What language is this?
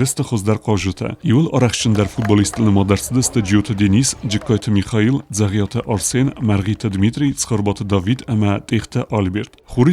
Ossetic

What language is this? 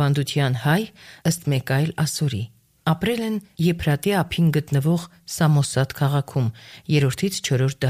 Armenian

